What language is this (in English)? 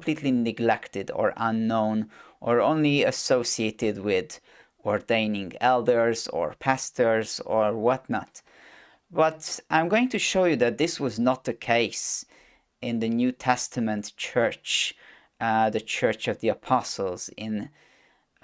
English